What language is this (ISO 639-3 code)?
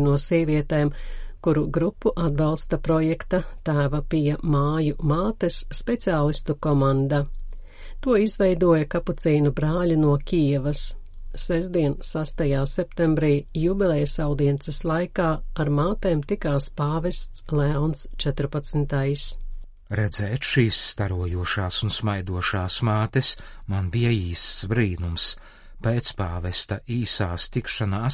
lav